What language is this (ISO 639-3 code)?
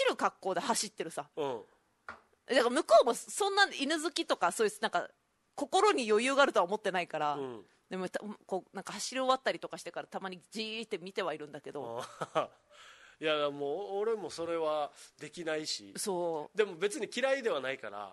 jpn